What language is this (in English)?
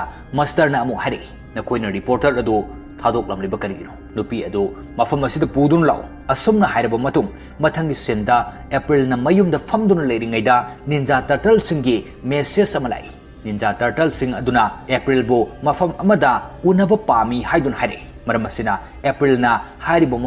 Manipuri